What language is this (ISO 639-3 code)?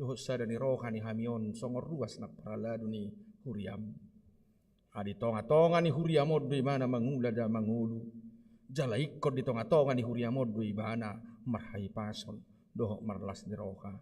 bbc